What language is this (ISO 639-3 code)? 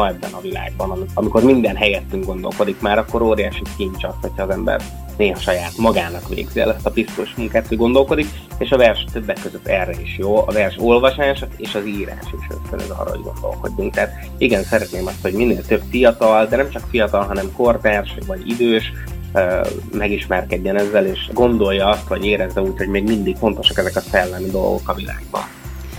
hun